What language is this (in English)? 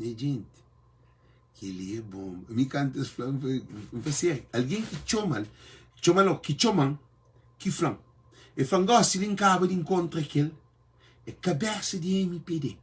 Kabuverdianu